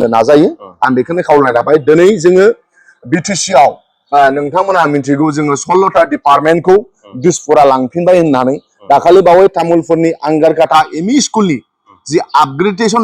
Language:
Bodo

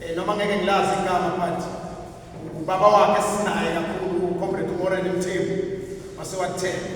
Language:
Zulu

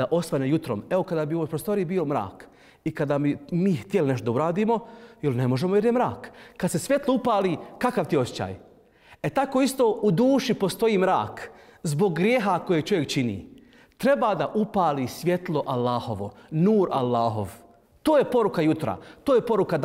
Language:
Bosnian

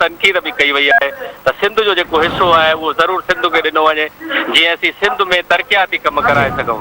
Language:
Sindhi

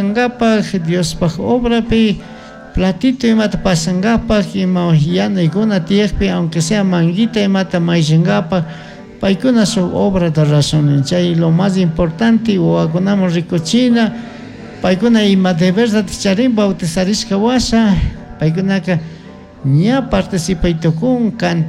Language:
Chimborazo Highland Quichua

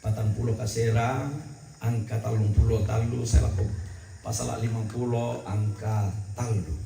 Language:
Toraja-Sa'dan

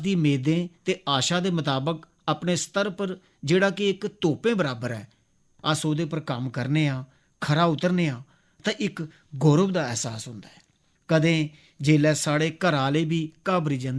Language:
Dogri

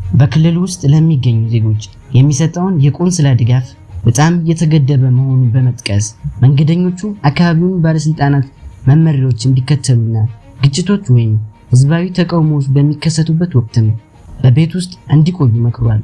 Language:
Amharic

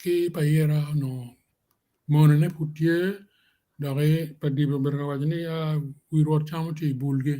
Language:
Acoli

